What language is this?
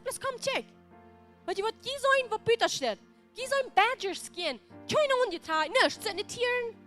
Plautdietsch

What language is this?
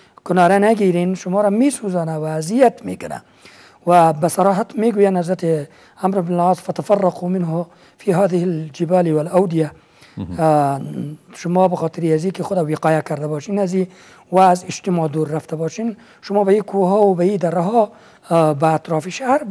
Persian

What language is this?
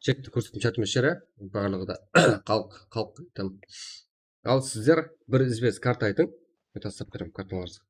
Kara-Kalpak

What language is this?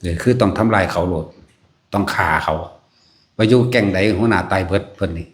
Northeastern Thai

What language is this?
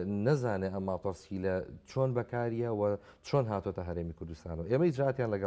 Central Kurdish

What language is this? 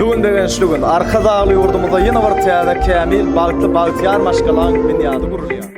Turkmen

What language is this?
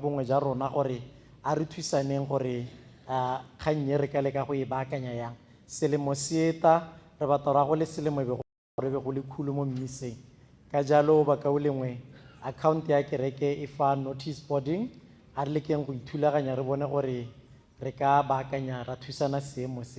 Tswana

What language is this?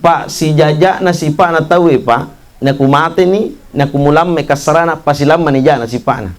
Buginese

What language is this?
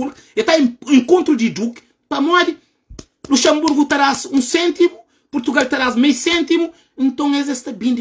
Kabuverdianu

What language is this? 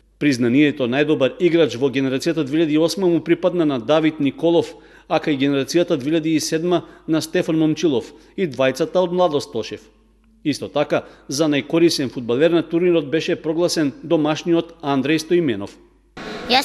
Macedonian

